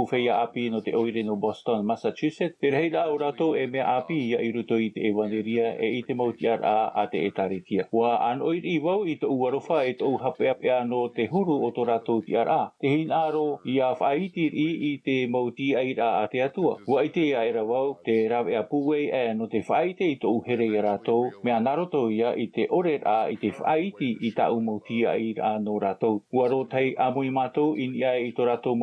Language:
Tahitian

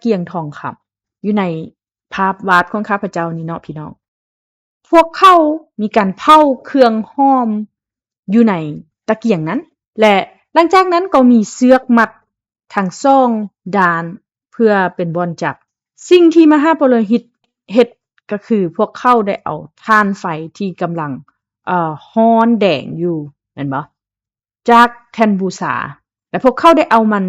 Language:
Lao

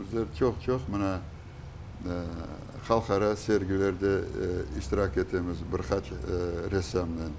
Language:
Crimean Tatar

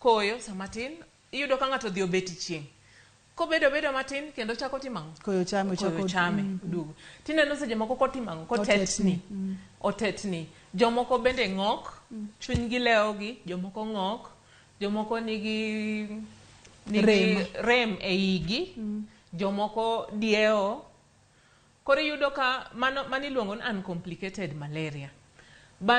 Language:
Luo (Kenya and Tanzania)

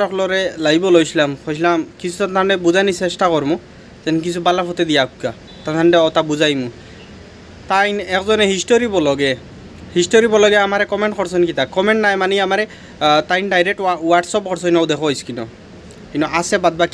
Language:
Sylheti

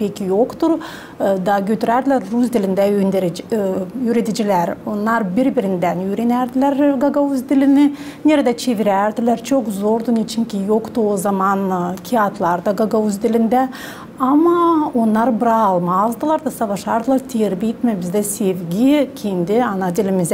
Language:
Gagauz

